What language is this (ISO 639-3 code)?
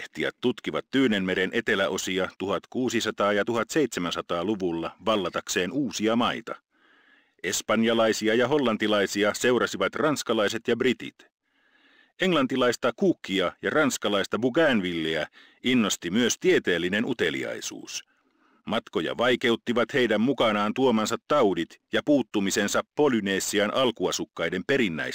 fin